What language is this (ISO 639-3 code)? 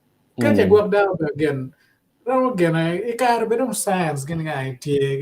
ach